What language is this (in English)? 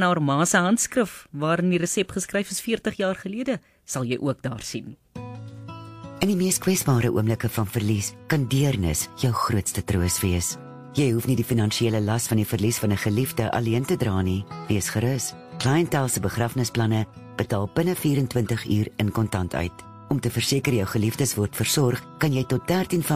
Afrikaans